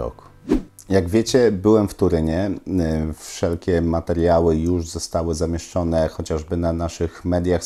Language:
Polish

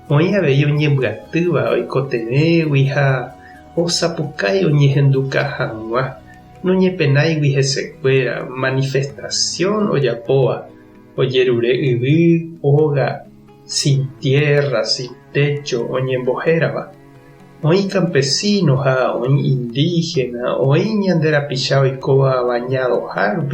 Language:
Guarani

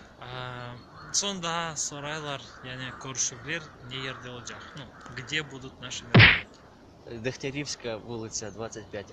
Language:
Crimean Tatar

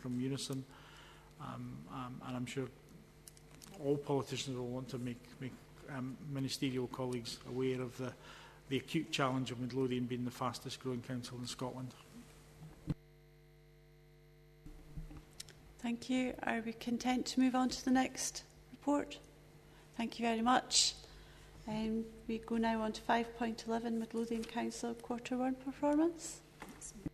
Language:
English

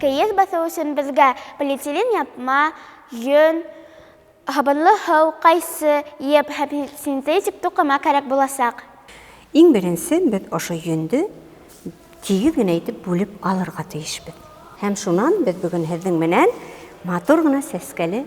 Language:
Bashkir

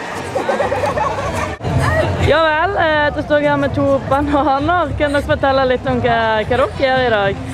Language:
Norwegian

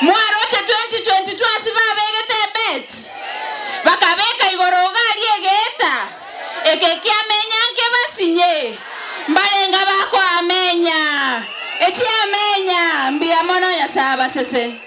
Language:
Gusii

